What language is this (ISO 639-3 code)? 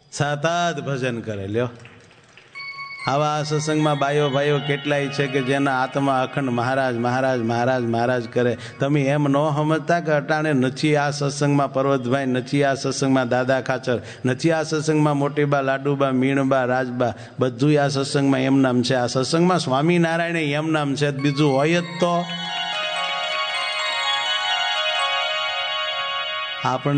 guj